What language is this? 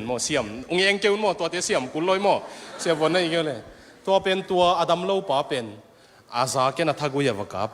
Tedim Chin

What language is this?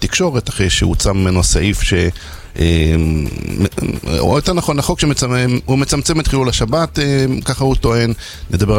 Hebrew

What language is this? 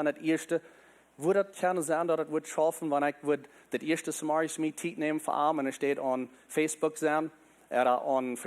Plautdietsch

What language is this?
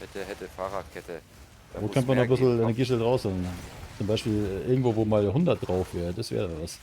Bavarian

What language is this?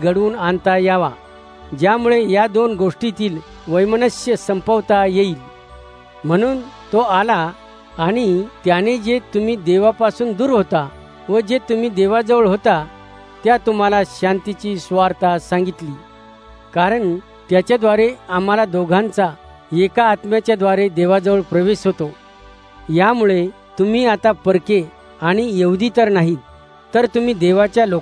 Marathi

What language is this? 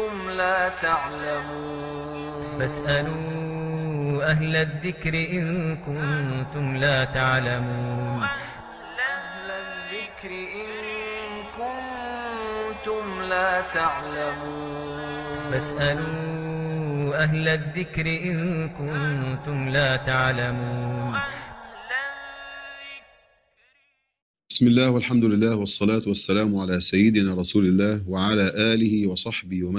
Arabic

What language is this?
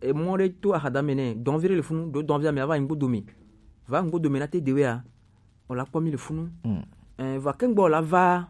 Gen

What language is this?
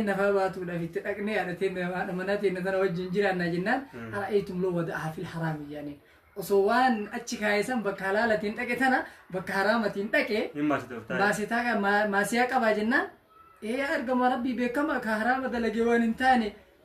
Oromo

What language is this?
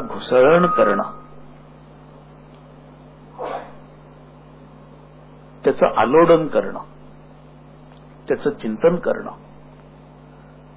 Marathi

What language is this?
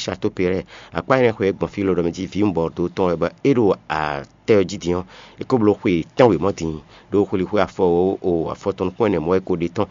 Fon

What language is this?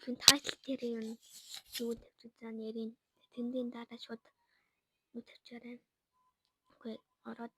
Mongolian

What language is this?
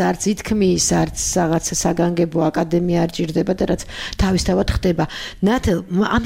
Georgian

